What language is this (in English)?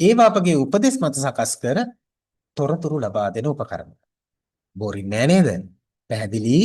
Sinhala